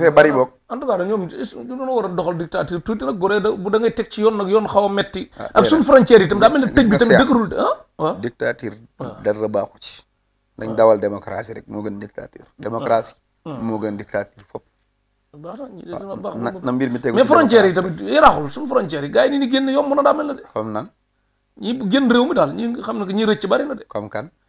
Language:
Wolof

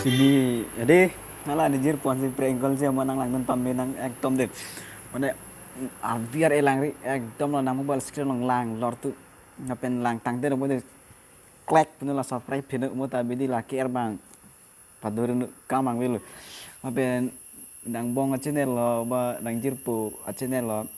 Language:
Karbi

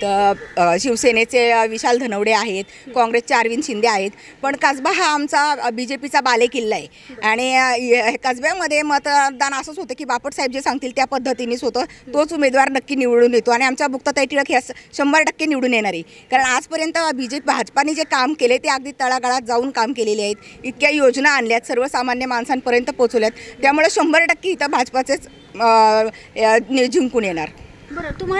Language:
Marathi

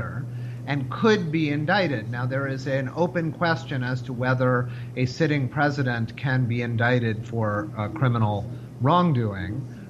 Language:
English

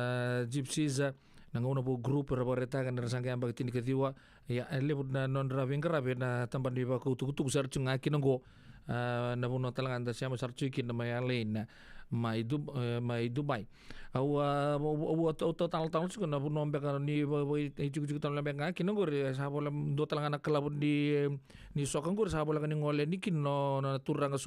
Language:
Fijian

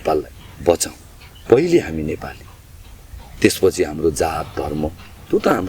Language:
Nepali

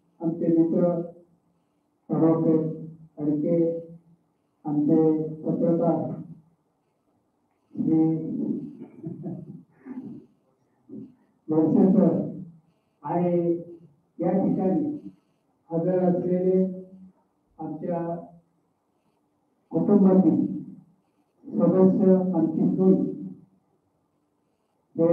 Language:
Marathi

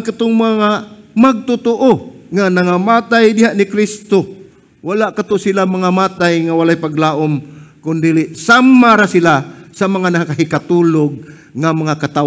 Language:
Cebuano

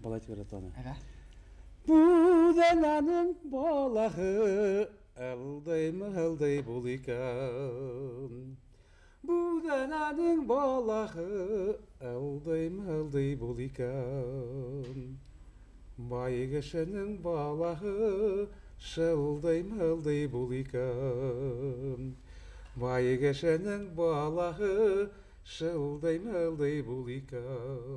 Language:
Bashkir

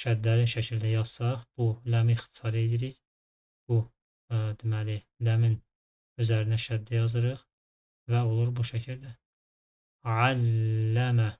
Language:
Azerbaijani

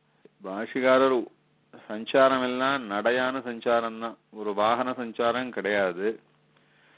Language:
Tamil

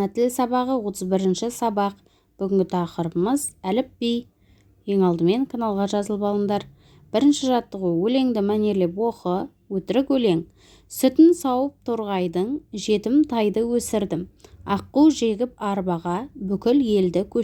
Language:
Kazakh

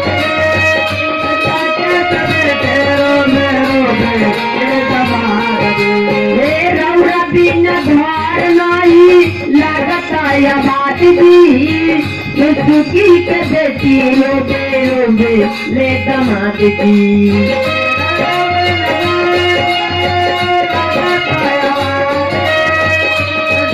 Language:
Bhojpuri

